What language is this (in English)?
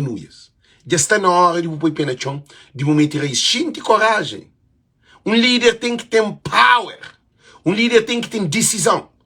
Kabuverdianu